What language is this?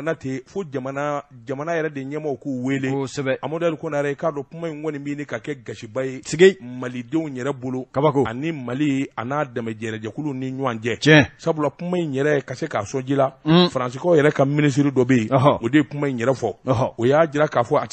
Bambara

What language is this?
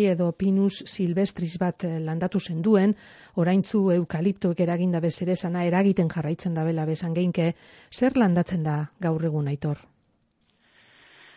Basque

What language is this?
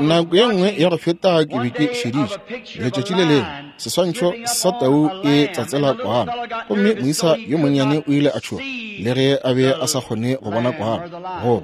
Northern Sotho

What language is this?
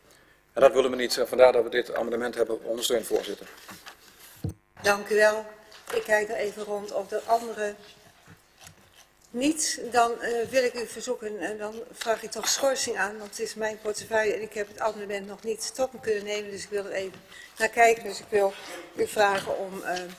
Dutch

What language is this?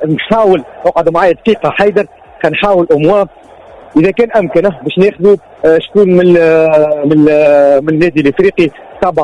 Tunisian Arabic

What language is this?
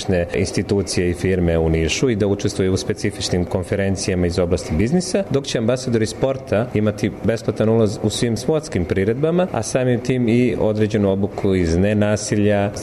Serbian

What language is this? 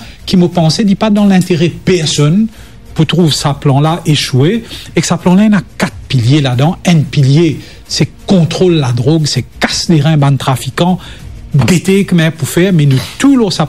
Morisyen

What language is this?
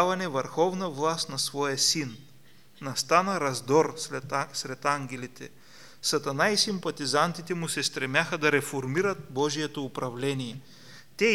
Bulgarian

